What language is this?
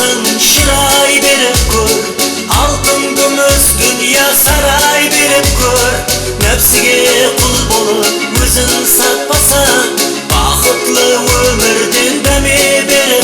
Kara-Kalpak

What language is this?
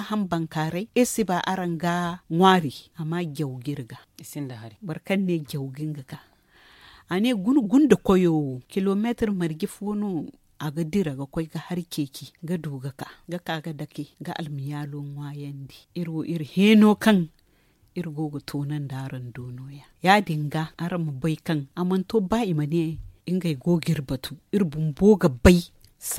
Zarma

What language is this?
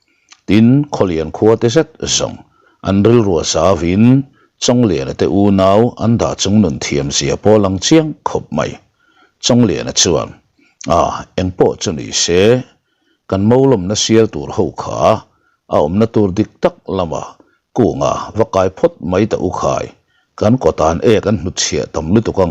Mizo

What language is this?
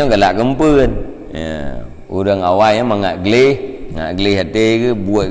Achinese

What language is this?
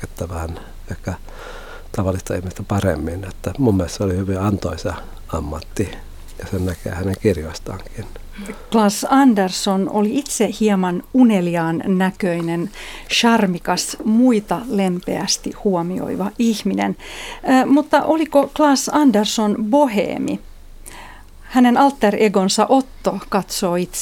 Finnish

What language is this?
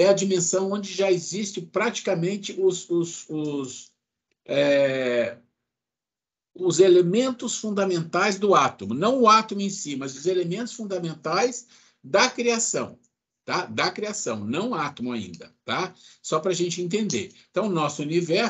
Portuguese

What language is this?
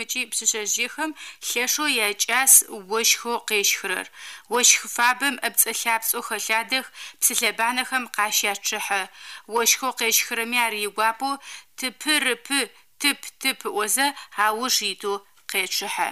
Adyghe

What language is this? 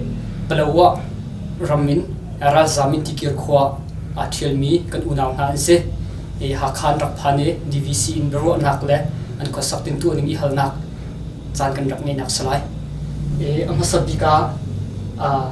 Hakha Chin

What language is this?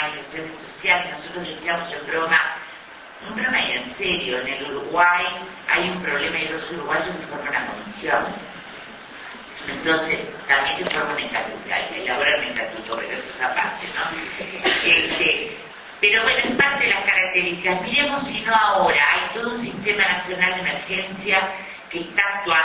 Spanish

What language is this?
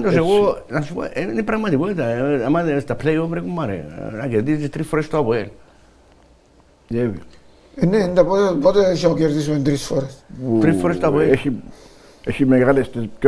Greek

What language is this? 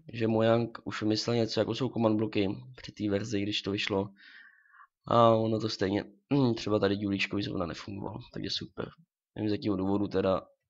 Czech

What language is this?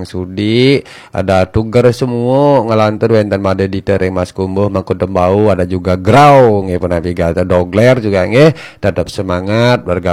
Balinese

